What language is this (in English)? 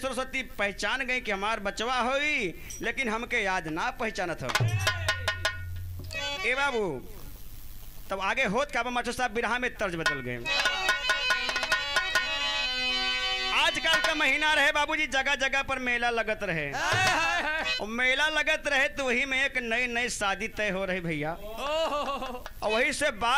Bhojpuri